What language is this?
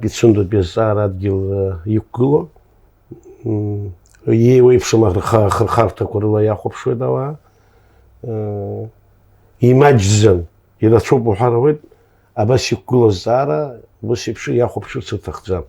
Abkhazian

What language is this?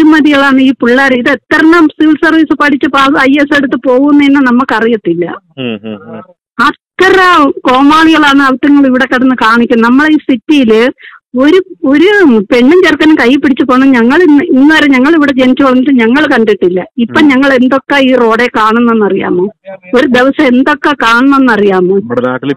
Malayalam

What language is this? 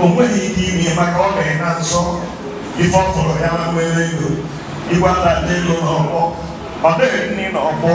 Igbo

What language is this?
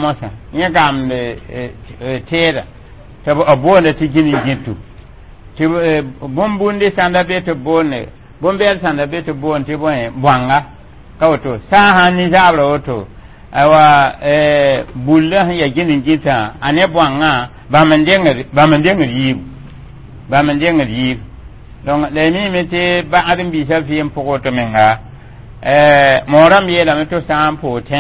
Mossi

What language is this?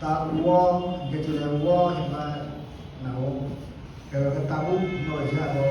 Riang (India)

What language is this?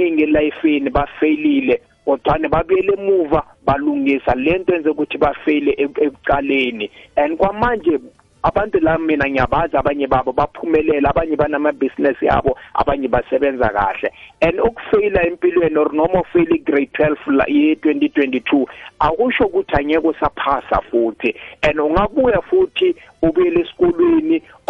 South Ndebele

